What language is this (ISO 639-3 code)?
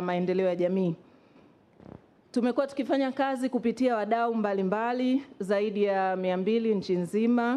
swa